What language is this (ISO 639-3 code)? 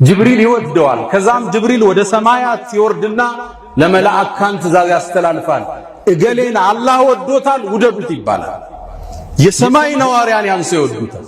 amh